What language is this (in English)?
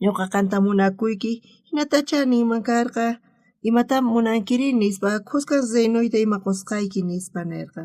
South Bolivian Quechua